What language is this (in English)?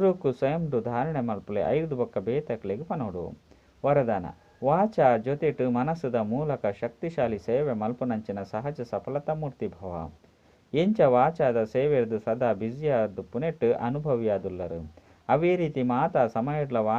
Tulu